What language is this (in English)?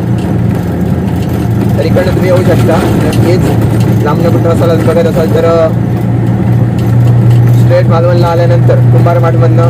Marathi